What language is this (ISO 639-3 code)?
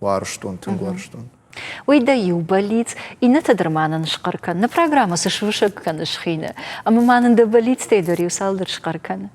oss